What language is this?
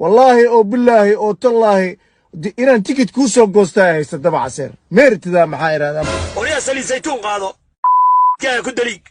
Somali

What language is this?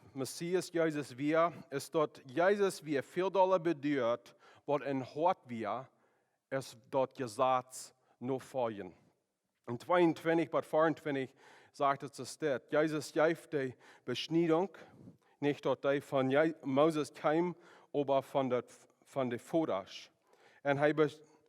Plautdietsch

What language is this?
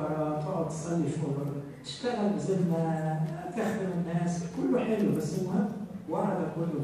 Egyptian Arabic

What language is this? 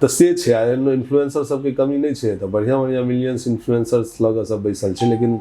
Maithili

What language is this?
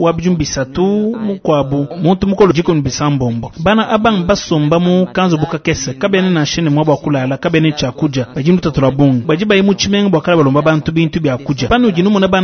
Luba-Lulua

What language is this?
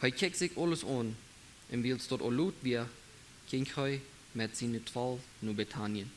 Plautdietsch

